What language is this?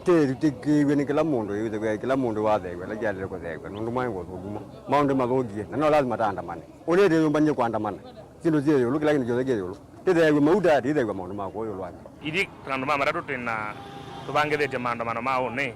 Kamba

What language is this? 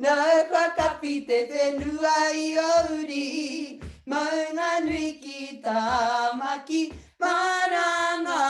Māori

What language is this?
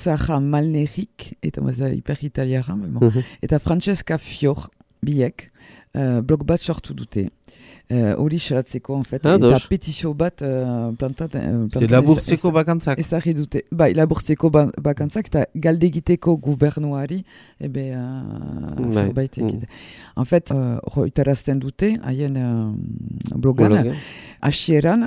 Basque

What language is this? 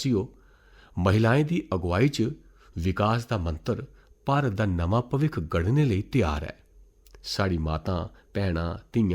Dogri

